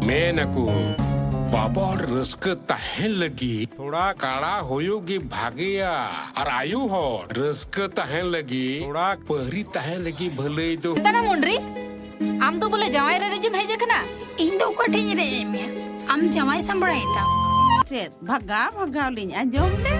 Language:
Santali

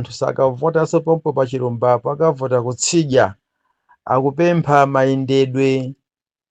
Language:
Nyanja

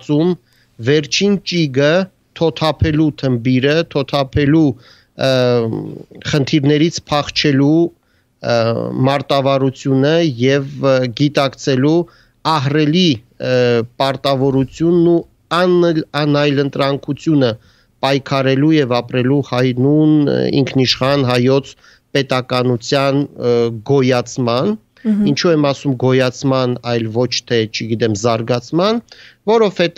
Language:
Armenian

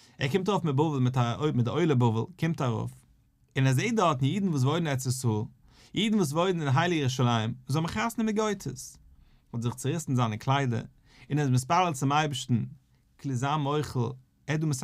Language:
Yiddish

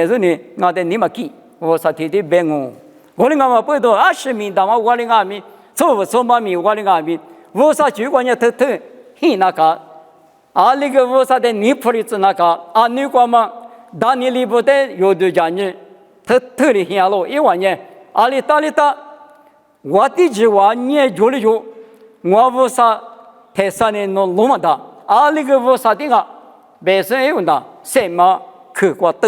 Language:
Lisu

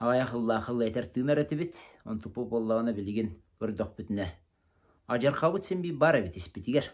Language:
Yakut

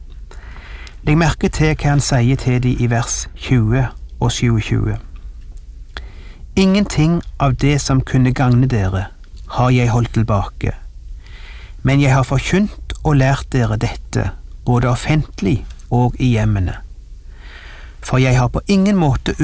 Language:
Norwegian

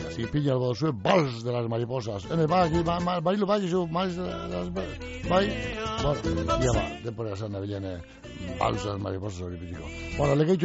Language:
Basque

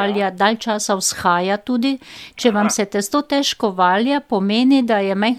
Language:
Slovenian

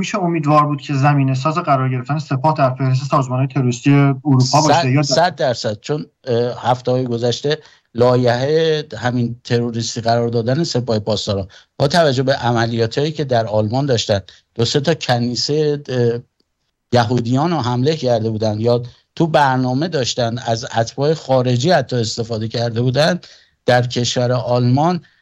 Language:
Persian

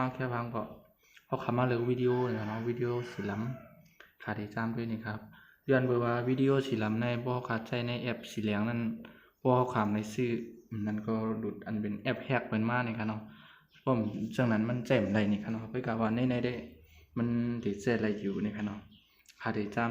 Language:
Shan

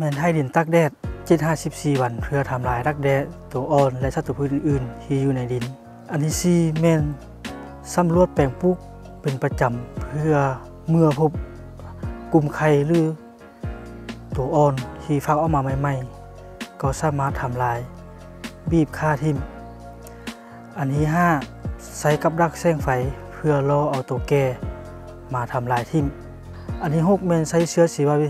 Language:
Lao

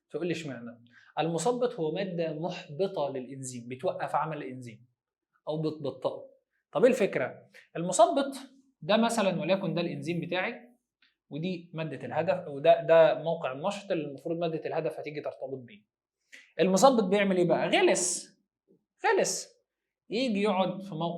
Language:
Egyptian Arabic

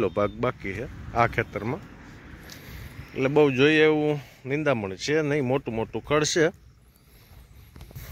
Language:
Gujarati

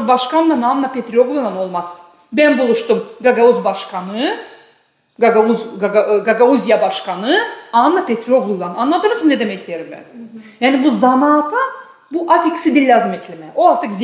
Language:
Gagauz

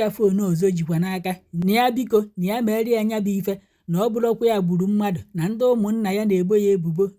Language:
Igbo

